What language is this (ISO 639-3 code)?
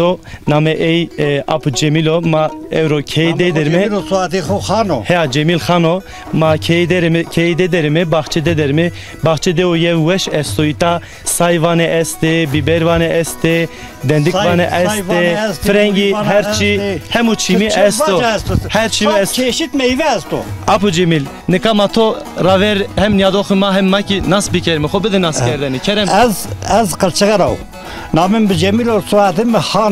zza